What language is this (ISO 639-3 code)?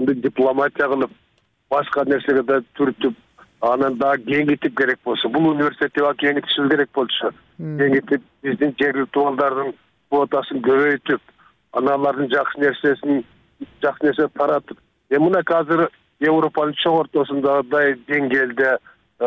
kir